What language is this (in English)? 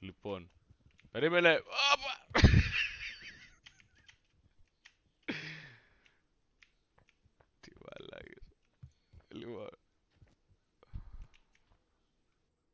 Greek